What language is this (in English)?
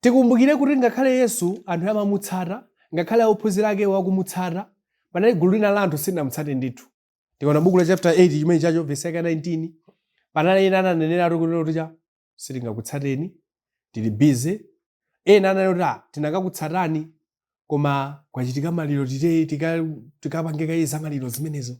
Nyanja